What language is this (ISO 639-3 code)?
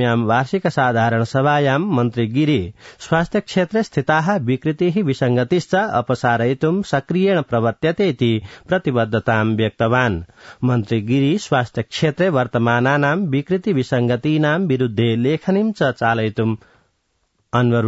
san